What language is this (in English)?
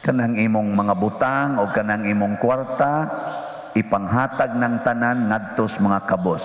Cebuano